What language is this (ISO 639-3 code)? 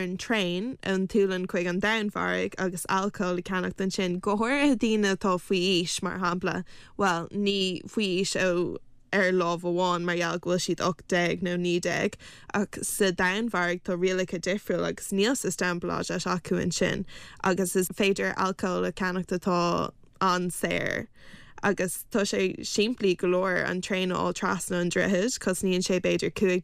gle